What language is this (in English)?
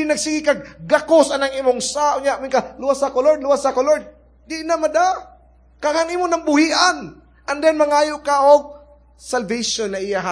Cebuano